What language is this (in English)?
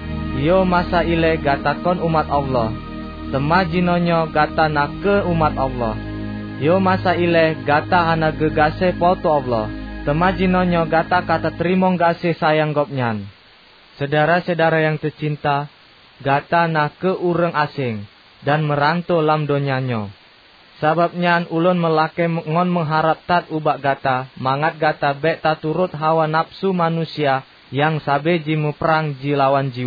Achinese